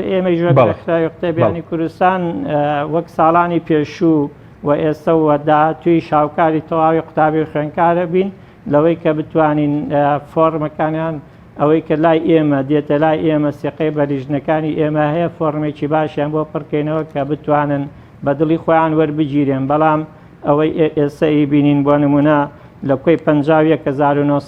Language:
Central Kurdish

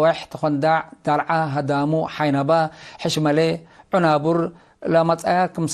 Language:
Tigre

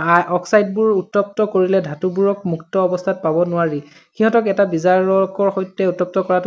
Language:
Assamese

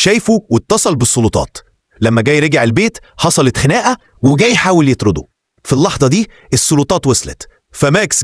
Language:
Egyptian Arabic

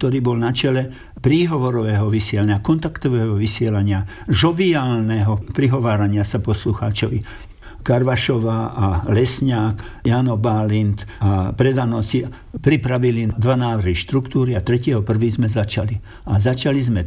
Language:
Slovak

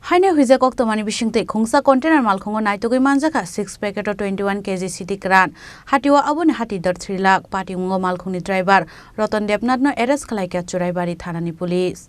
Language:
Kok Borok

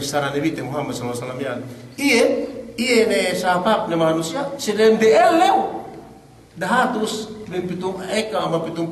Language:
Yakan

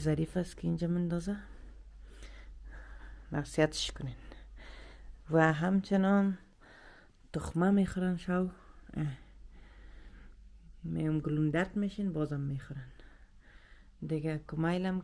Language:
Persian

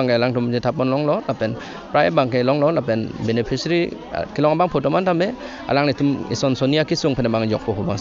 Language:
Karbi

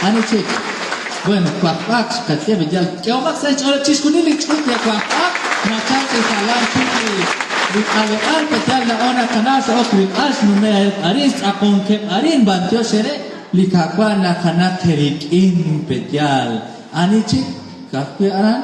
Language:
Kekchí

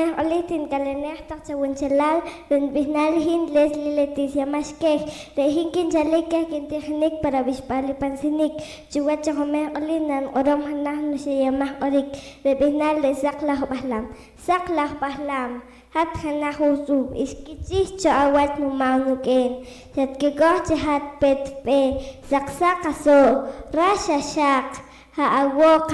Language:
Poqomchi'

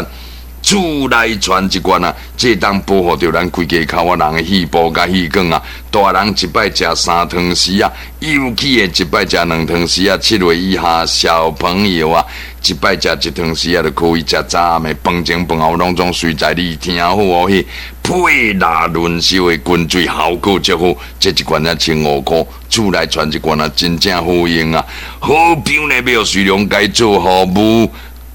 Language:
Min Nan Chinese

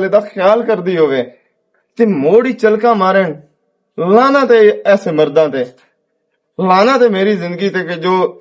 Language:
Western Panjabi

